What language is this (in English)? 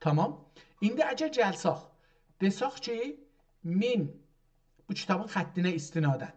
South Azerbaijani